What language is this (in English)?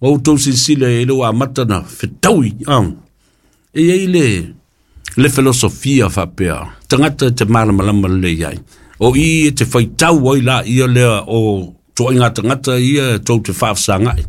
Samoan